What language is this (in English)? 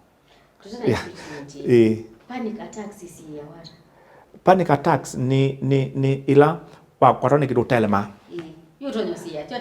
Kamba